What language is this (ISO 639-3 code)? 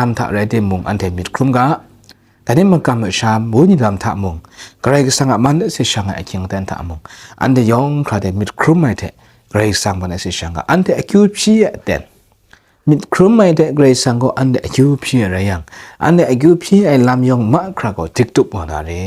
kac